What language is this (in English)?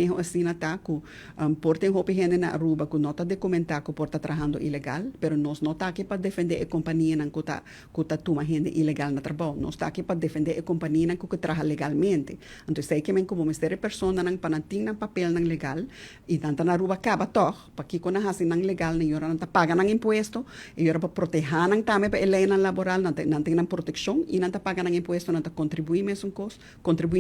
Papiamento